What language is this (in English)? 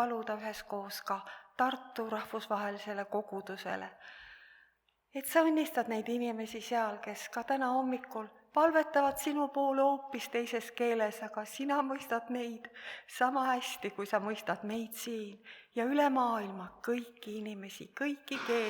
Estonian